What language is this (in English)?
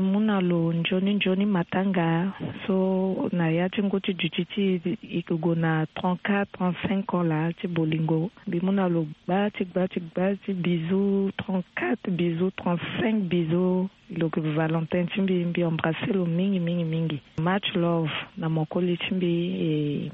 Sango